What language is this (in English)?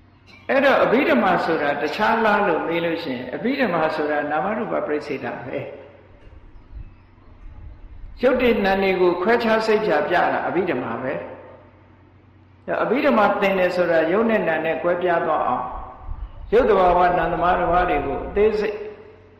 Burmese